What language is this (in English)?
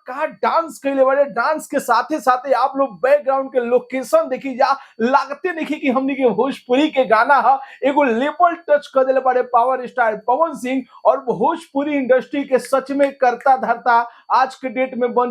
Bhojpuri